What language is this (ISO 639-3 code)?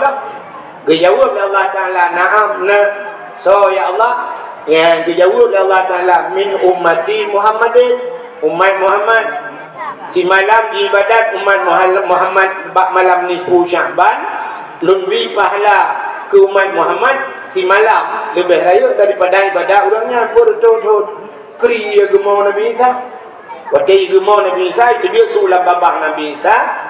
ace